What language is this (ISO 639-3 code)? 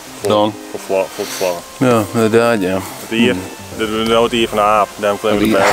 fry